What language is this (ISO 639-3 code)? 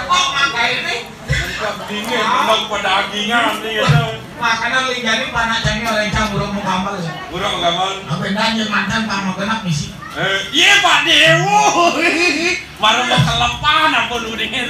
ban